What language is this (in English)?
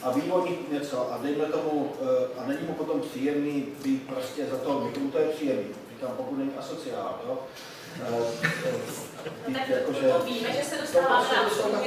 Czech